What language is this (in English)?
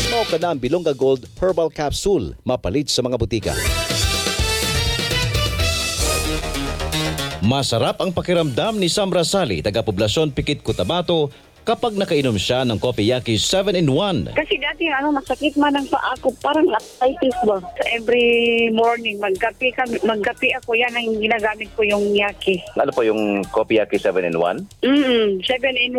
Filipino